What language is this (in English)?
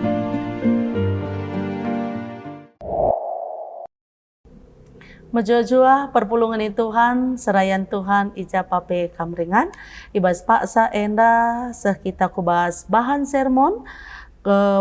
Batak Karo